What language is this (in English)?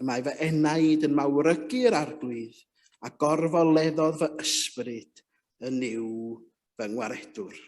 Welsh